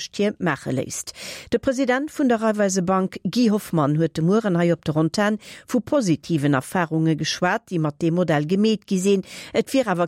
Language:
Luxembourgish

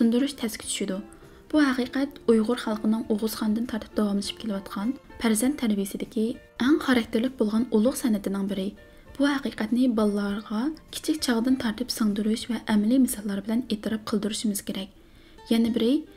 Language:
Uyghur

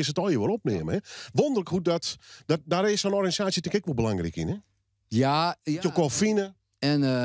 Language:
Western Frisian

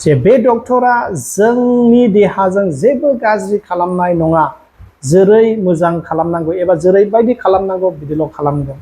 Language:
Bodo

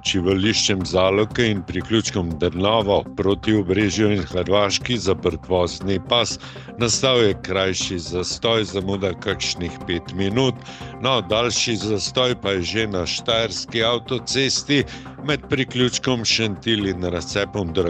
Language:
Slovenian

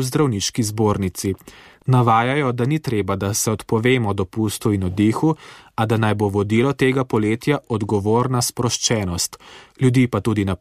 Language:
Slovenian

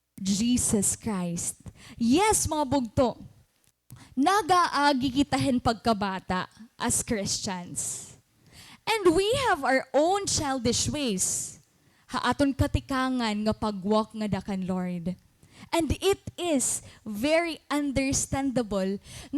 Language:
Waray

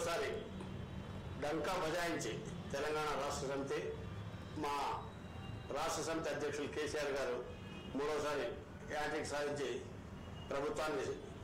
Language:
Telugu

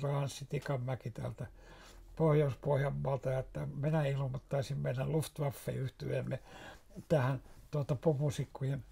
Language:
Finnish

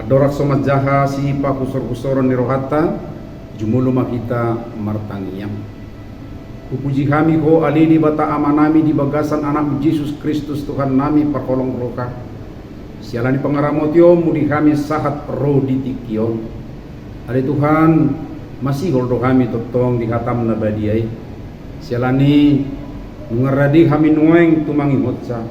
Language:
Batak Toba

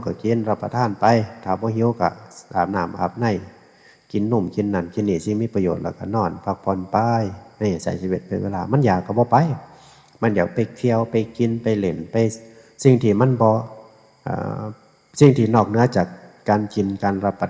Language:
Northeastern Thai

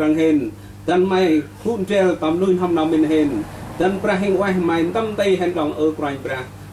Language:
Central Mnong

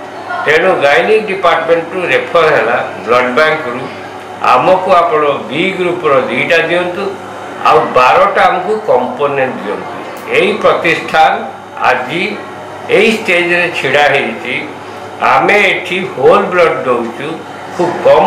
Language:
Odia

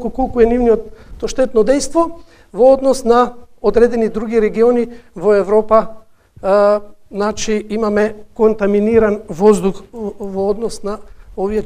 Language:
Macedonian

